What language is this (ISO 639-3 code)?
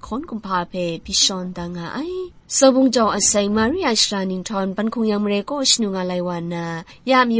kac